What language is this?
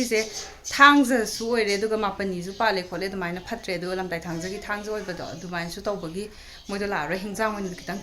Manipuri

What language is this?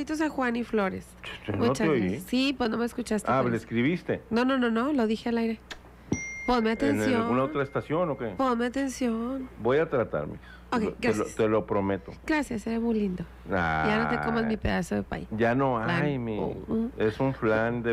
Spanish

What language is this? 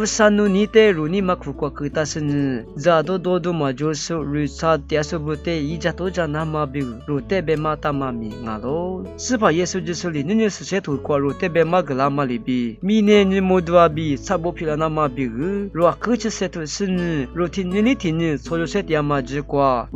Lisu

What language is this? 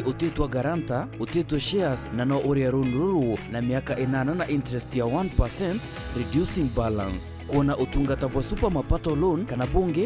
Meru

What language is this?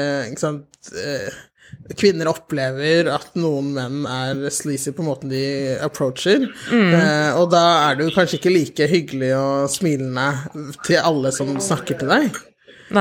Norwegian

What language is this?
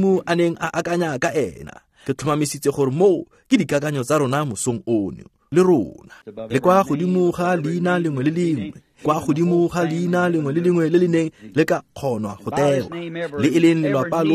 Tswana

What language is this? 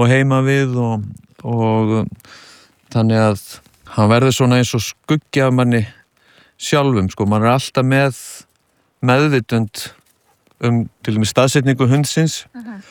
Icelandic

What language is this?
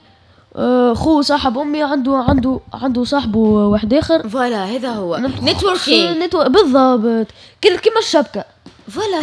Tunisian Arabic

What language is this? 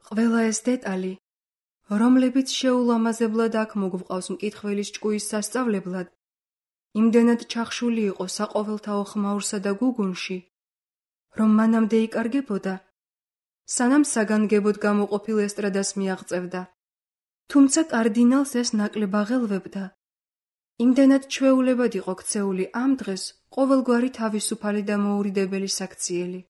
Georgian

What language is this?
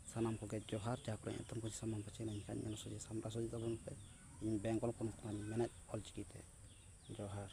Santali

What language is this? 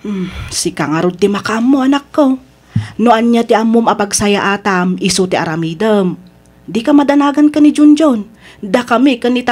Iloko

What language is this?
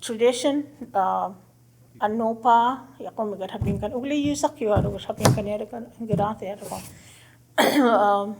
Choctaw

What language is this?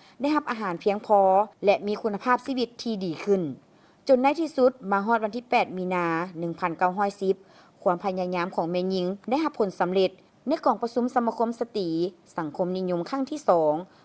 Lao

